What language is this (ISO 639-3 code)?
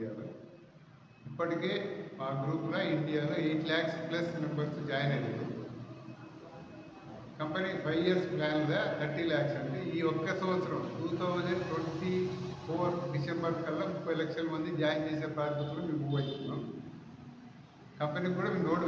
tel